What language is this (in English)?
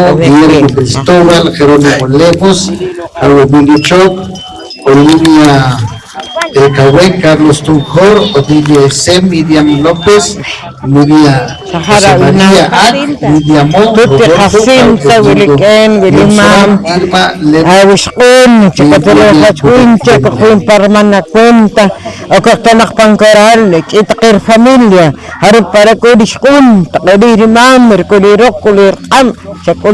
Poqomchi'